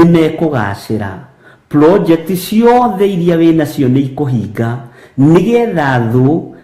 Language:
Kikuyu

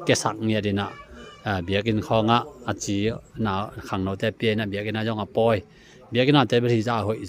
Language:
Tedim Chin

